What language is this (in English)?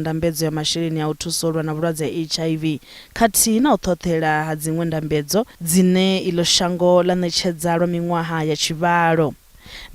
Venda